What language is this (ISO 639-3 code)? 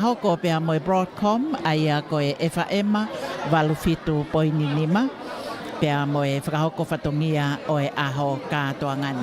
ton